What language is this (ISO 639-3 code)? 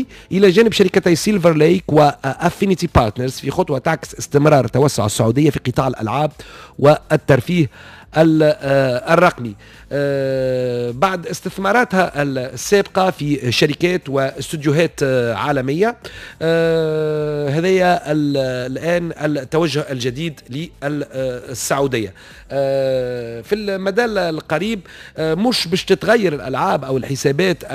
aeb